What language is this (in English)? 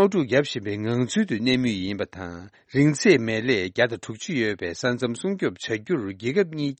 Tibetan